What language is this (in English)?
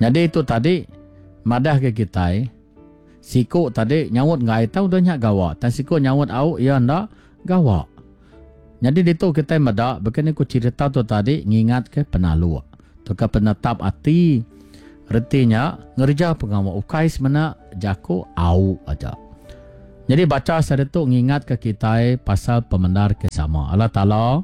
Iban